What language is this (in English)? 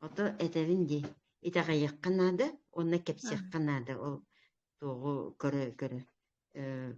Yakut